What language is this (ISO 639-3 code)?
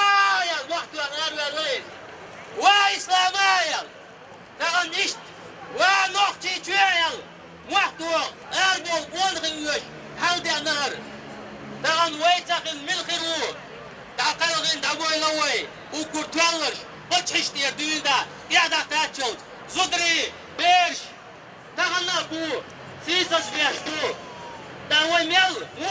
che